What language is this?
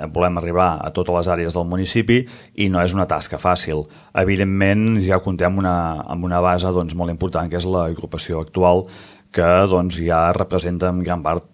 Catalan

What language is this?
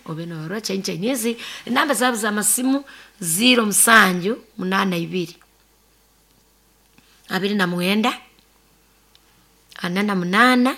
Nyoro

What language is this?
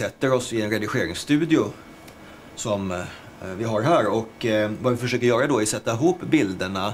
Swedish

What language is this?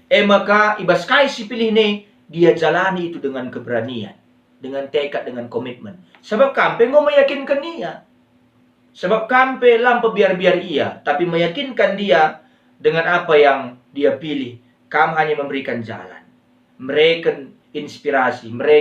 Batak Karo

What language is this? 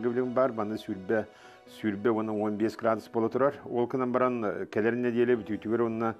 Yakut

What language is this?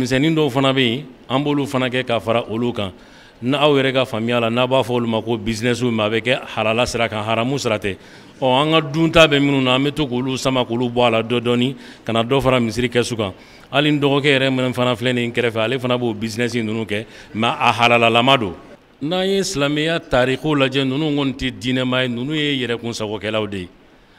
Bambara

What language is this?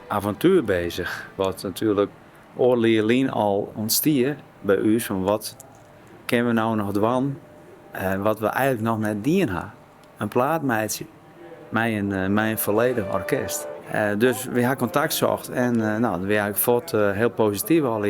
Western Frisian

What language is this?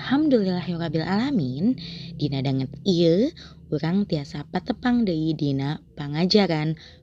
Sundanese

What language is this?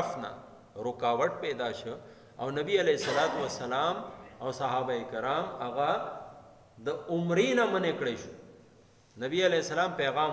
Pashto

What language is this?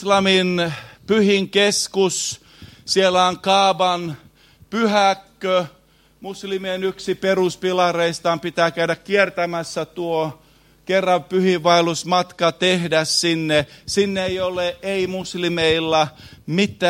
Finnish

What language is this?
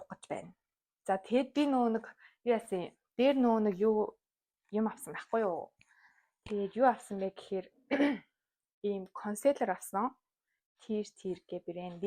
Mongolian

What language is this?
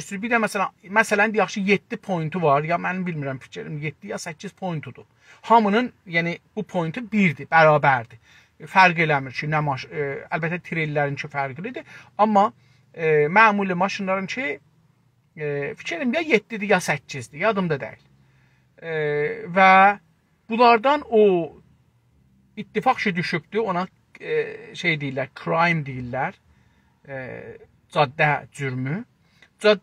South Azerbaijani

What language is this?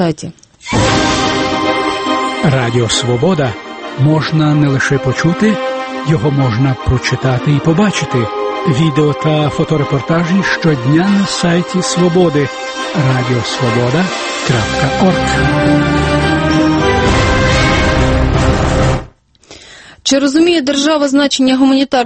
Ukrainian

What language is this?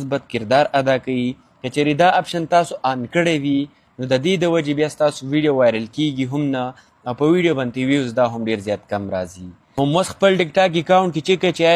Pashto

